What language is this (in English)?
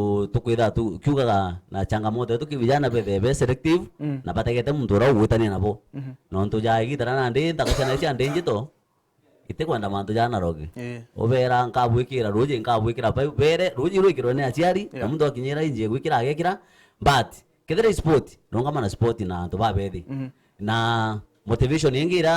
Meru